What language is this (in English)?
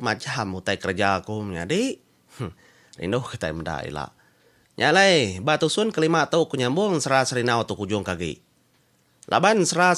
Iban